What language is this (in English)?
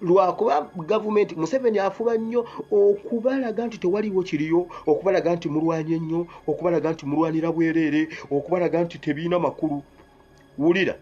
Ganda